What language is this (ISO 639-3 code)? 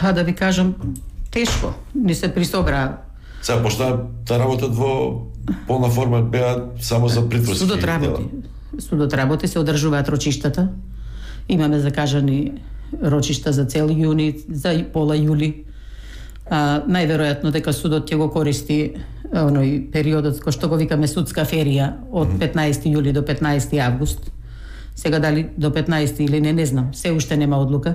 mkd